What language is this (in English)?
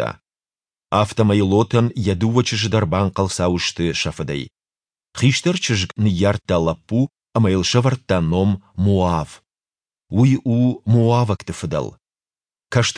Ossetic